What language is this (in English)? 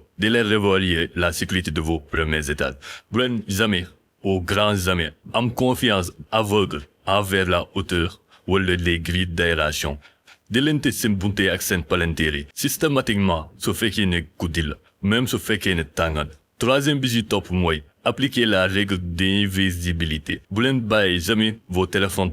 Wolof